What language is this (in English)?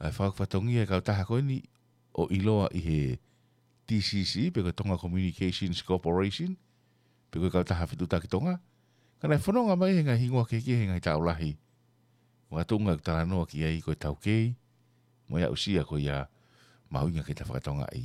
Tongan